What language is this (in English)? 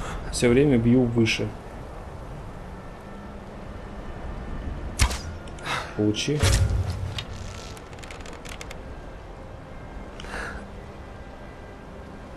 Russian